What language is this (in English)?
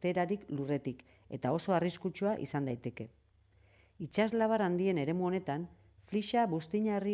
Basque